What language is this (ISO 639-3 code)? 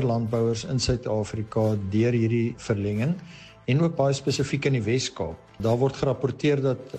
afr